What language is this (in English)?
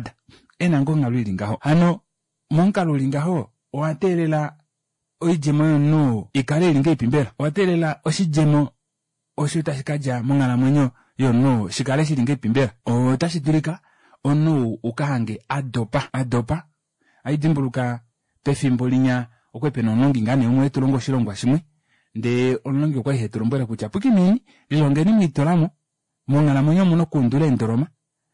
Kuanyama